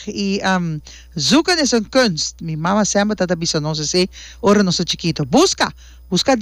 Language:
Papiamento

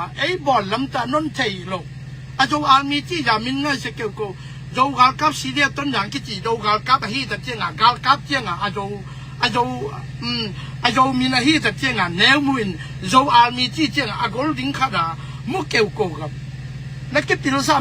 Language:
Tedim Chin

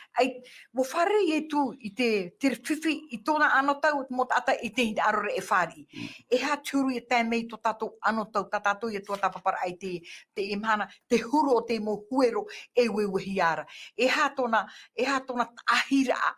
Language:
Tahitian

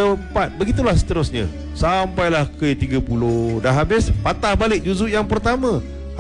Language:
Malay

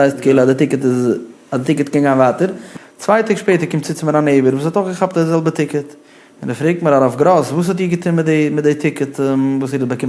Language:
Yiddish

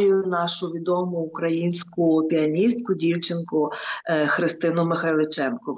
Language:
Ukrainian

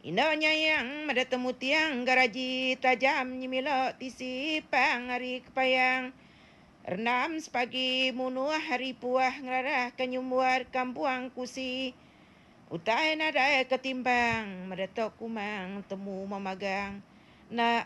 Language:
Iban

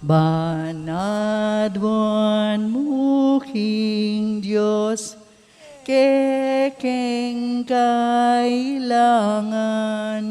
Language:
Pampanga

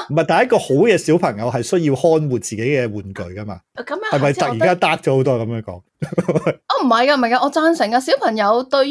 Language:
Cantonese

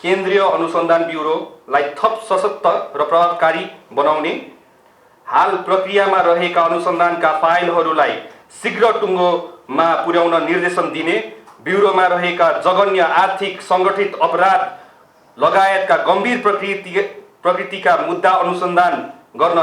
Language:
Nepali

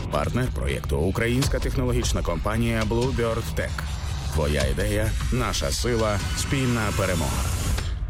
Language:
Ukrainian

